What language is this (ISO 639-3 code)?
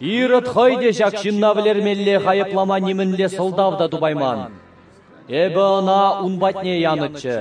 chv